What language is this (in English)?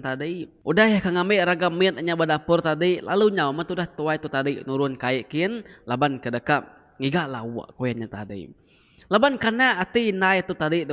Iban